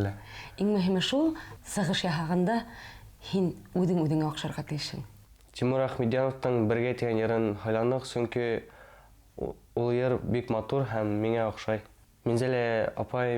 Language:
Bashkir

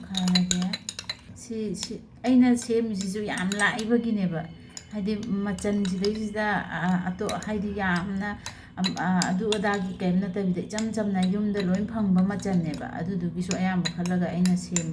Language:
Manipuri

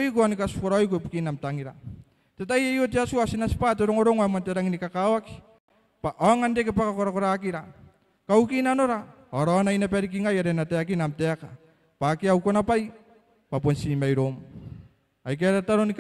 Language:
Gilbertese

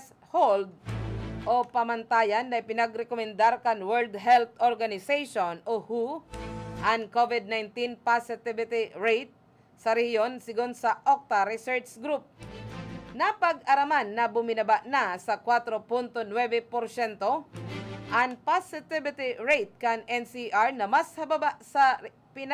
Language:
Bikol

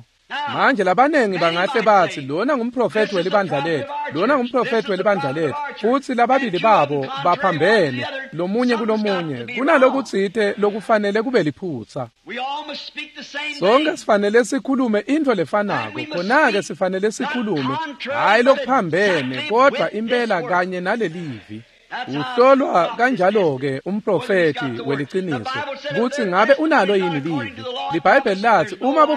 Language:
Swati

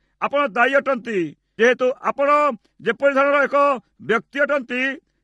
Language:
Odia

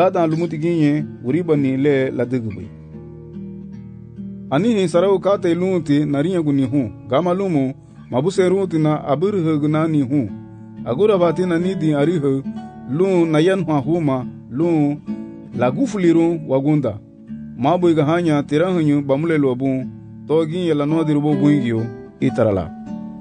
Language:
Garifuna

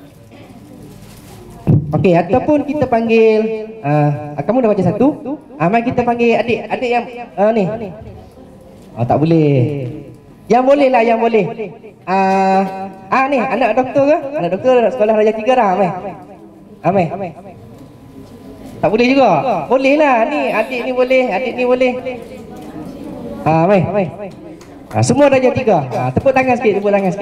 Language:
Malay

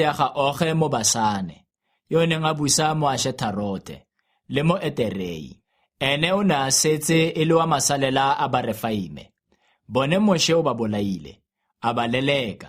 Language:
Tswana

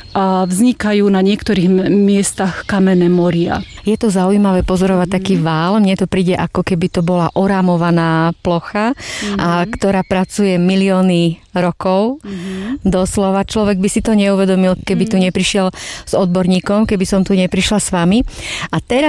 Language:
Slovak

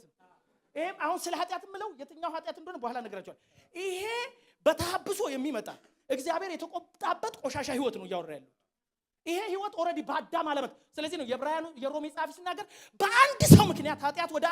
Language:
Amharic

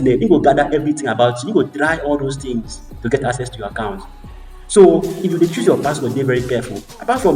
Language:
Nigerian Pidgin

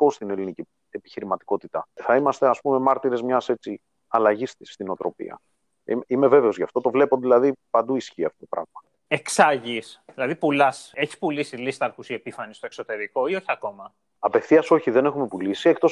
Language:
Greek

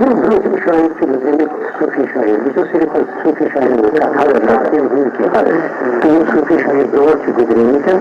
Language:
Kashmiri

